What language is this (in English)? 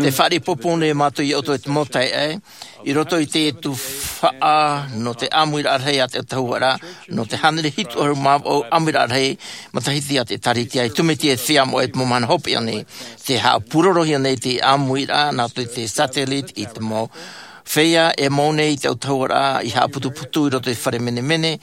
Tahitian